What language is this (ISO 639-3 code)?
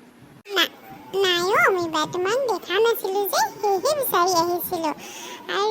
asm